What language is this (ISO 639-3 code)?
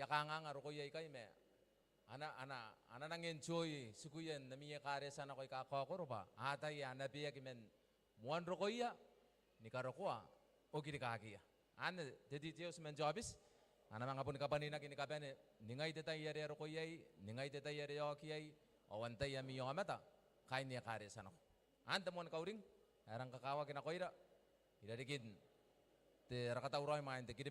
gil